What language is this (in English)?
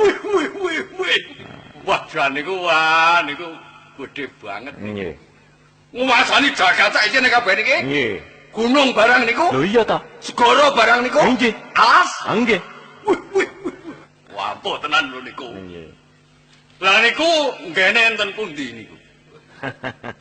Javanese